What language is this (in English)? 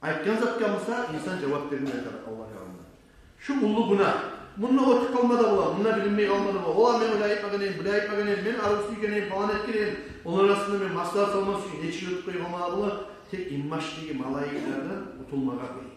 Kumyk